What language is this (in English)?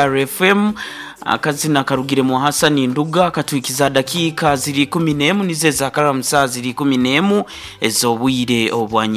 Nyoro